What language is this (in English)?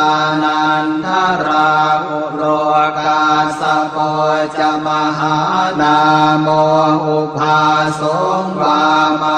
Pali